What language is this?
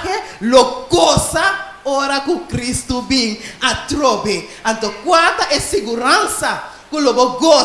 Papiamento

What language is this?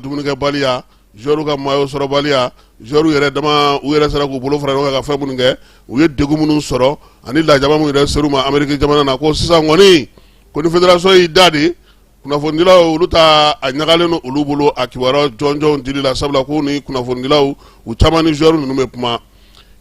Bambara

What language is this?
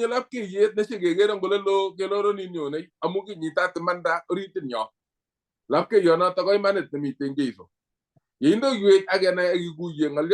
Kalenjin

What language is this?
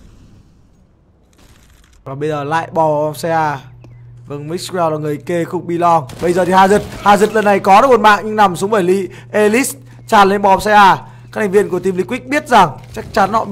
Vietnamese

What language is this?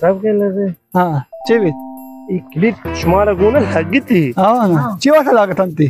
Baluchi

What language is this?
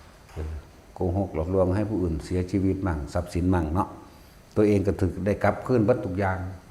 Northeastern Thai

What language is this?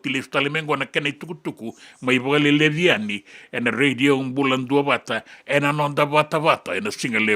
Fijian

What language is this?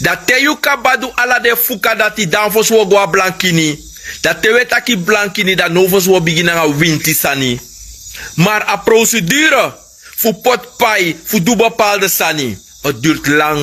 Sranan Tongo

